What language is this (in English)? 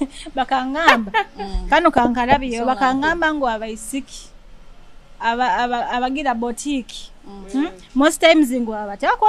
Nyoro